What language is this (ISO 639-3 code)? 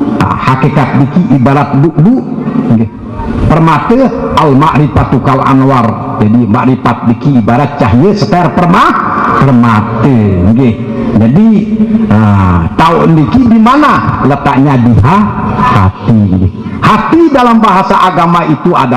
sas